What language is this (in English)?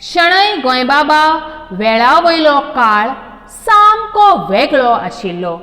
Konkani